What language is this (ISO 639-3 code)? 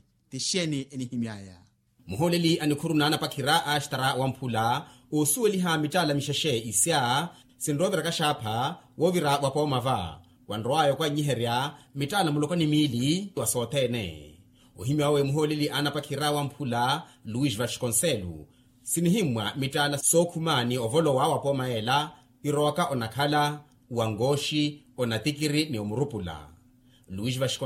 vmw